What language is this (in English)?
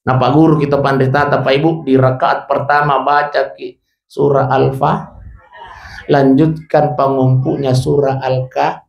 Buginese